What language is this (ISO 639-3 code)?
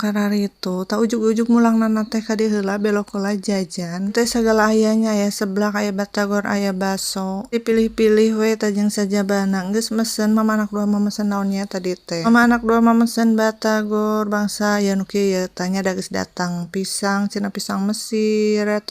sun